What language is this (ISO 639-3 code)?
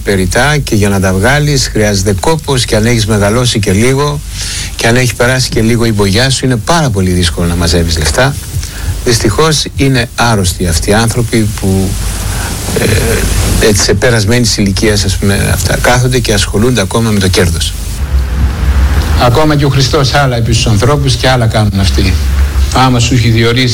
ell